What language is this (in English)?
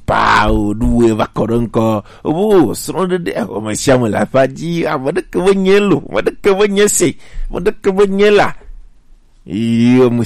Gen